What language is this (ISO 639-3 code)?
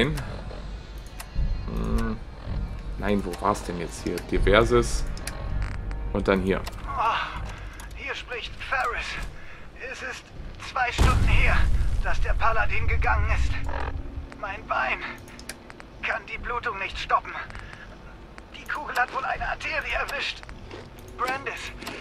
deu